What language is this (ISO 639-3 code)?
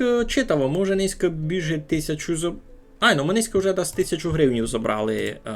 rue